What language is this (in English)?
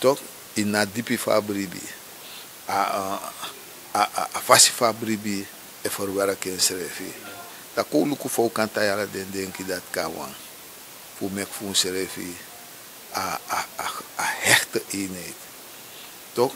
Sranan Tongo